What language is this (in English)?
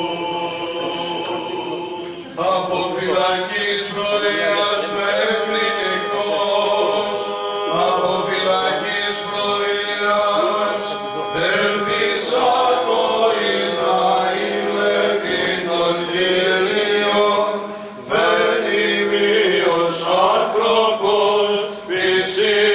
Greek